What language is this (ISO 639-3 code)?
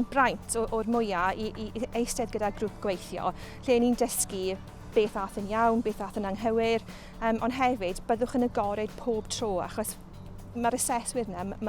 cym